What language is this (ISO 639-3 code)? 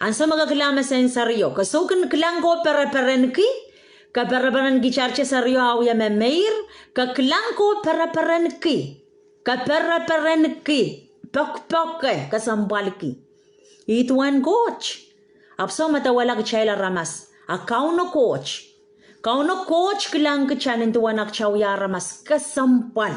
pon